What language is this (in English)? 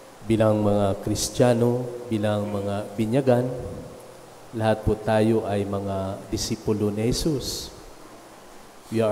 Filipino